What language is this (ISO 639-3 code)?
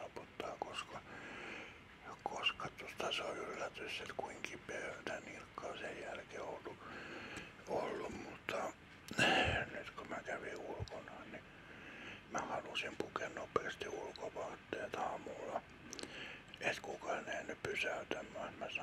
fin